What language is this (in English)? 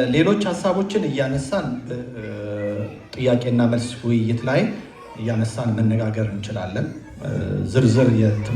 Amharic